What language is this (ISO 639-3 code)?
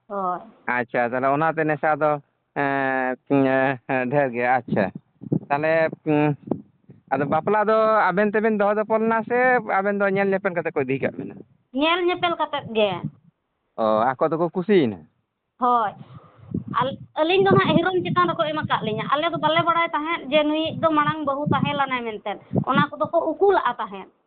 sat